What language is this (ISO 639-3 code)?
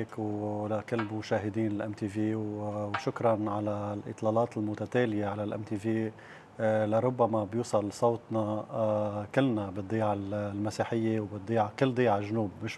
apc